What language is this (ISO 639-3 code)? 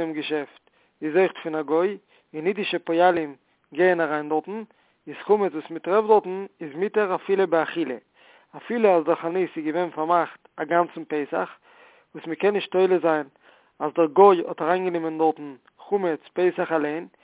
yid